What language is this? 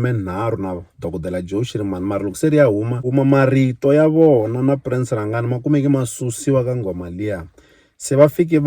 Tsonga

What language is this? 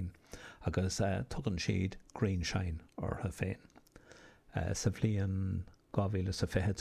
Irish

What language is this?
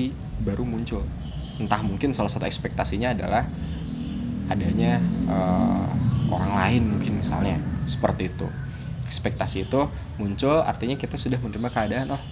Indonesian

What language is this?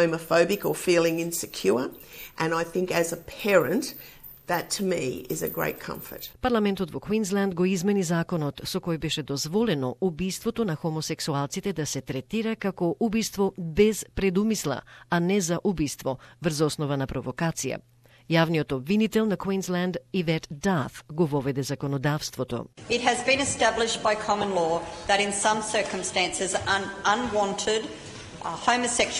Macedonian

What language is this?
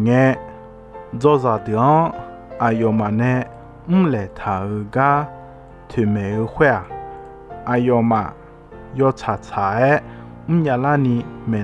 Akha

